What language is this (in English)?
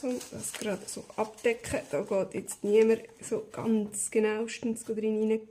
Swiss German